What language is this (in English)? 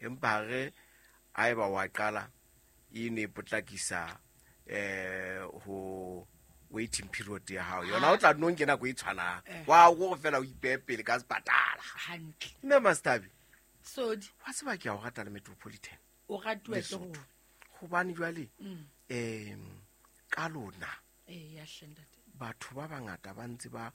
Southern Sotho